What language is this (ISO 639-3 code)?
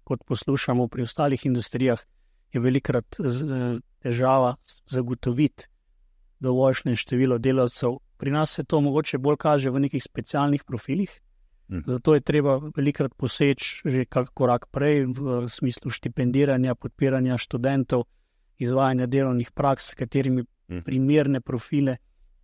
slv